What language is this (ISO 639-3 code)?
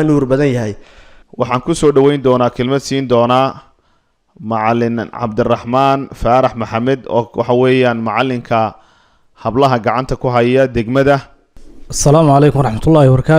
som